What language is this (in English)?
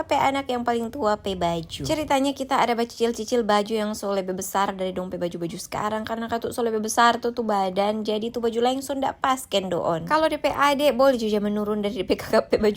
Manado Malay